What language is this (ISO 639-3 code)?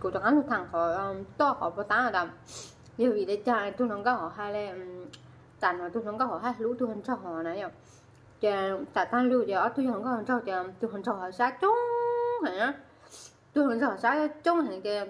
hmn